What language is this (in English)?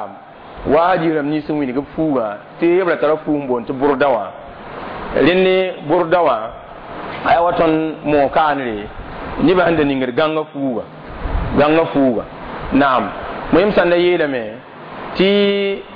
Mossi